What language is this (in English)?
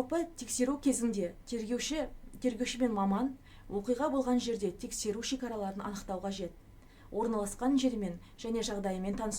Kazakh